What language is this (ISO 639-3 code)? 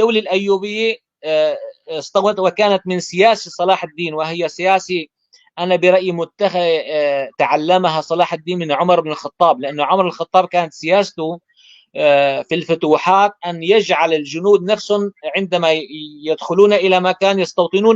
apc